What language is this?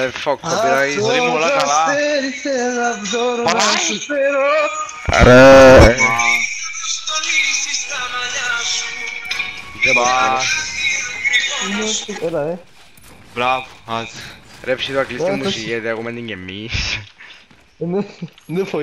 Greek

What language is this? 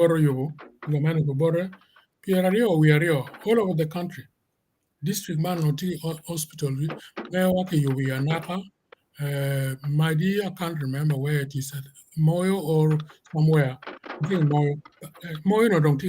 Acoli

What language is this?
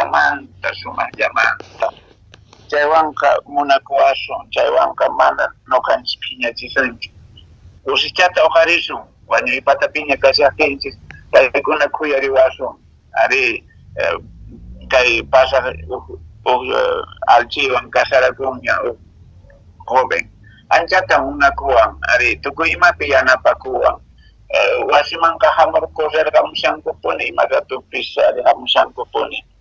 Quechua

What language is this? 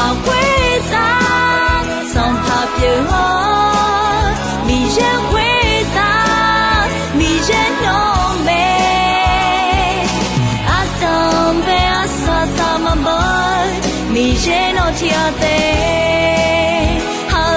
Akha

